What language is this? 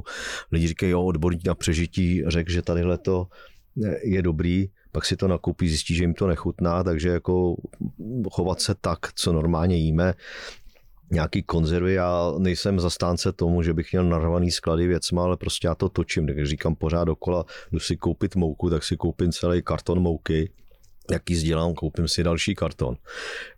Czech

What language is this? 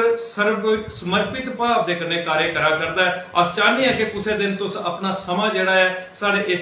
Dogri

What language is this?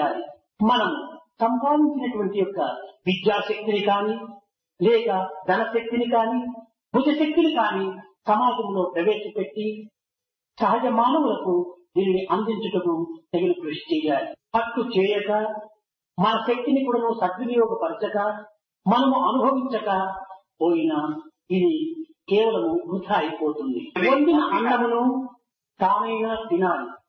Telugu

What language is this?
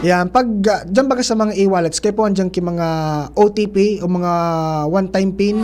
Bikol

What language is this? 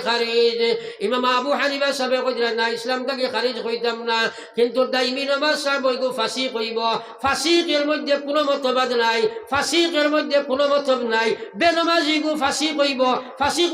Sylheti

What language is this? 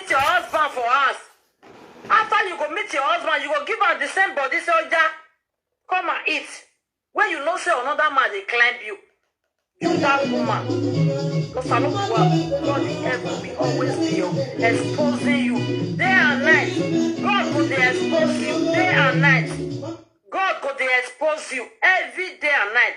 Nigerian Pidgin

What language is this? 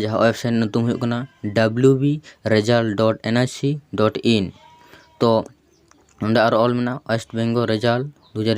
Santali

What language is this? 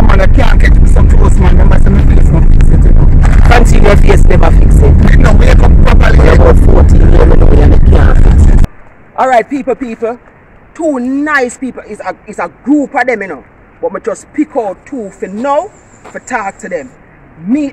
Jamaican Creole English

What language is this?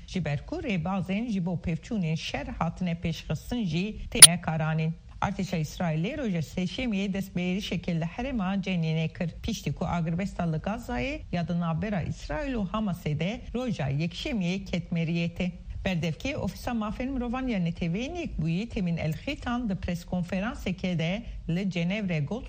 Kurdish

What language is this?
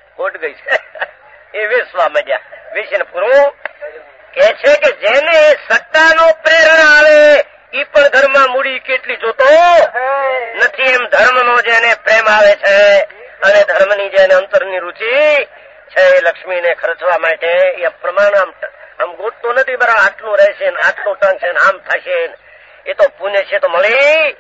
Gujarati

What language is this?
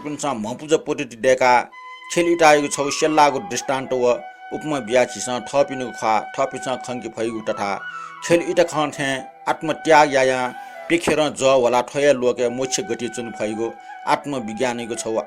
Newari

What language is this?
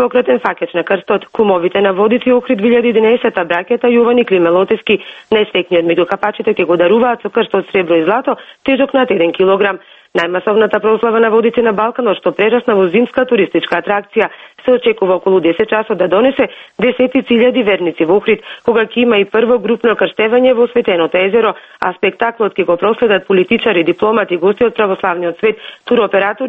Macedonian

